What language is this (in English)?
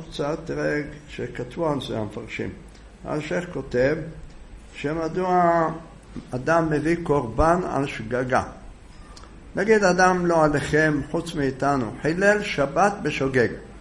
Hebrew